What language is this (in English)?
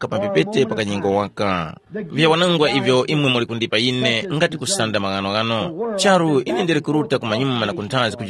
Tumbuka